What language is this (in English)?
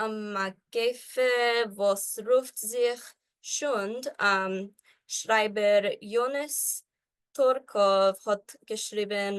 Yiddish